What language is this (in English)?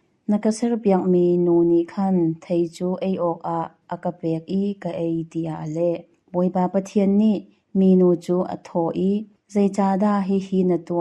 Hakha Chin